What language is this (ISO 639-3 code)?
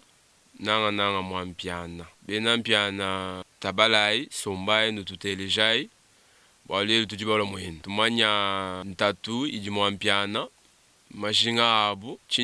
lua